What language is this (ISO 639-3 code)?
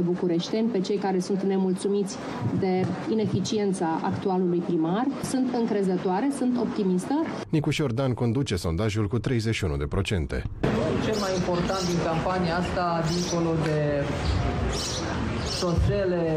ron